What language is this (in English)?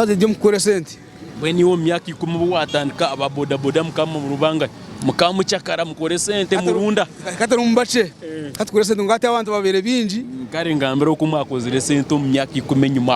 Nyankole